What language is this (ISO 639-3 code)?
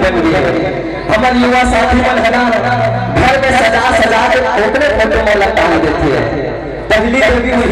hne